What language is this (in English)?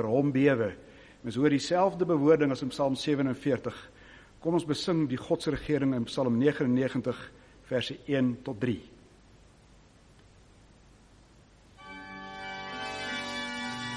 Afrikaans